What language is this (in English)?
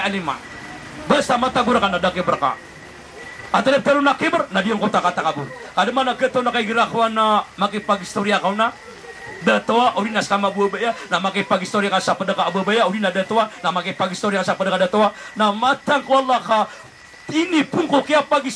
Maranao